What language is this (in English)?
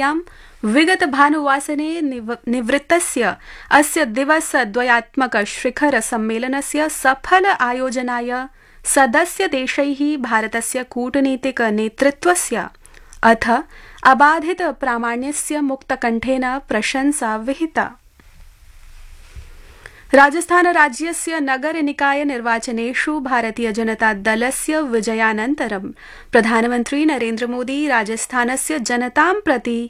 Sanskrit